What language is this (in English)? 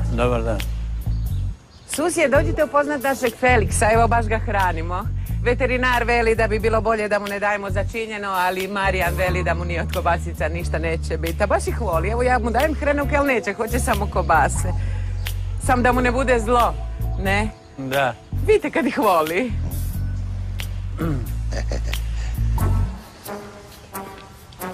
Croatian